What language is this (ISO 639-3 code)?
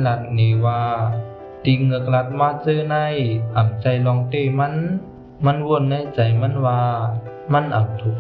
shn